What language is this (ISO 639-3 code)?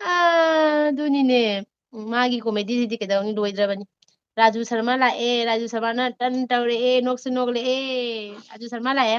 mni